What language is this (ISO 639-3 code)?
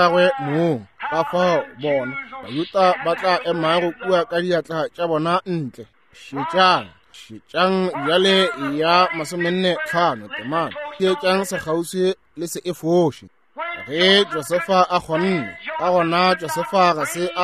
nso